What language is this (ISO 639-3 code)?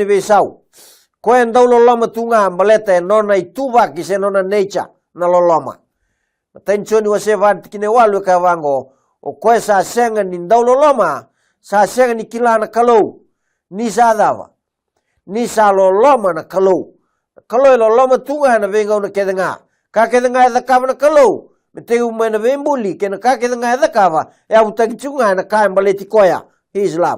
fij